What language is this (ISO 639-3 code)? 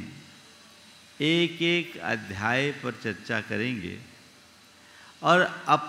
hin